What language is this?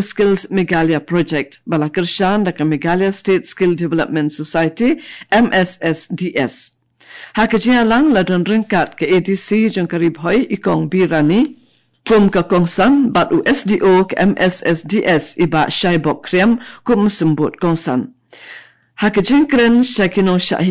Khasi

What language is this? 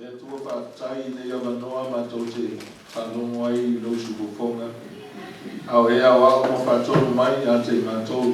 Samoan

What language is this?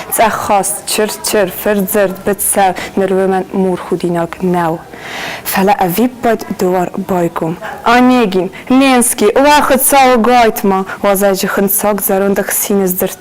Ossetic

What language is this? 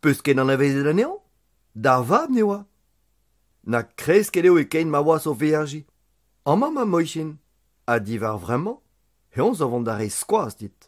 Breton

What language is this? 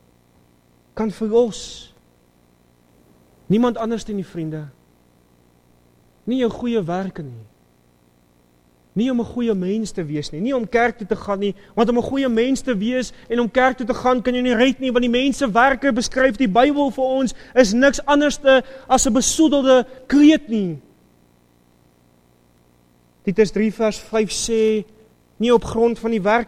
Afrikaans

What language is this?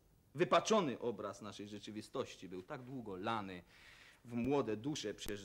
Polish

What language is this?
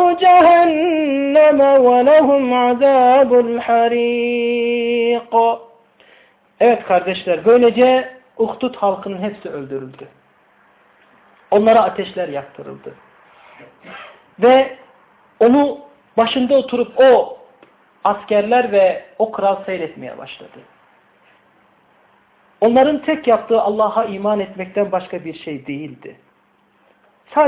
Turkish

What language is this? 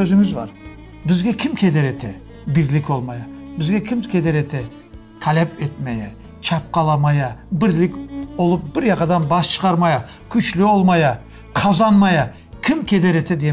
Crimean Tatar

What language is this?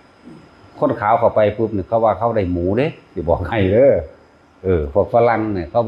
Northeastern Thai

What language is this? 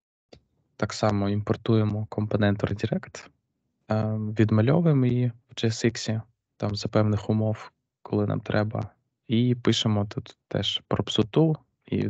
Ukrainian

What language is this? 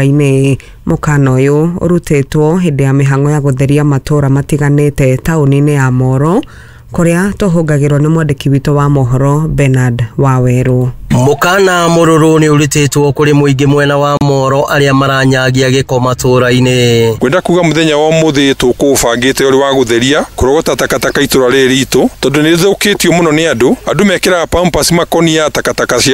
Kikuyu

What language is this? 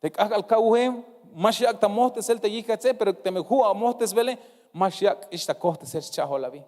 Tzeltal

